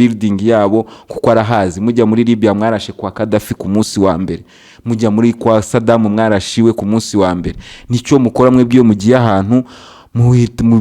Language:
Kinyarwanda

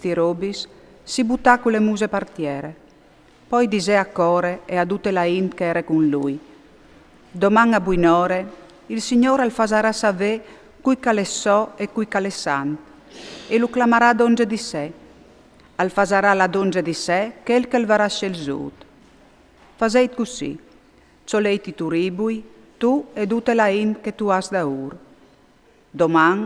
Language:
Friulian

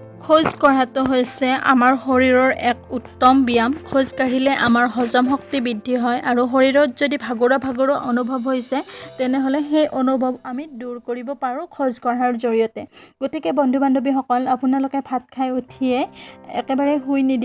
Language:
Assamese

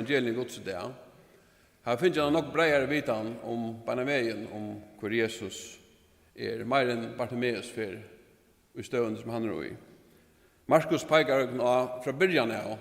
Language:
Faroese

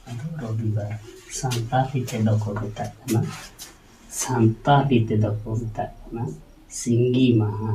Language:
Santali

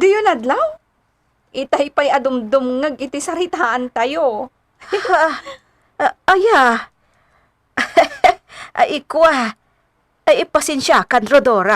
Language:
Iloko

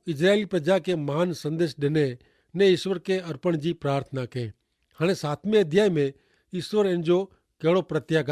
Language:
Kachhi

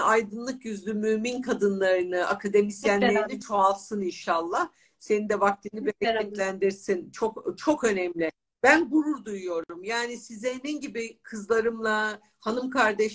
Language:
Turkish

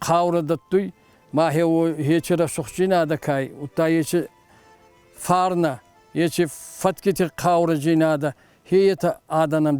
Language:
Ossetic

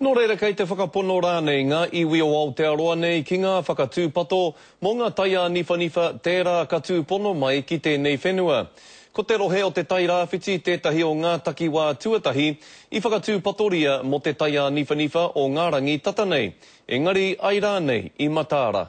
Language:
Māori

